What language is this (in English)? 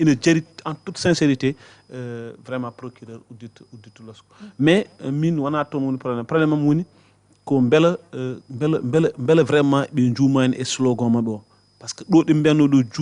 Fula